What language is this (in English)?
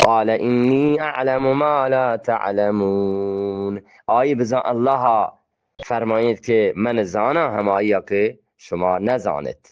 Eastern Balochi